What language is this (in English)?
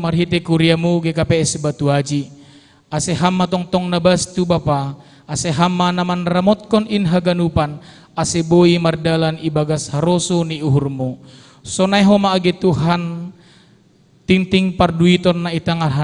Batak Simalungun